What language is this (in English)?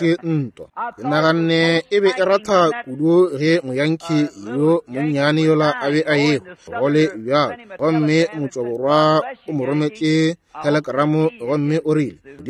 Northern Sotho